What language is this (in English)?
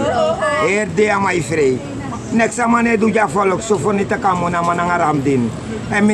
Sranan Tongo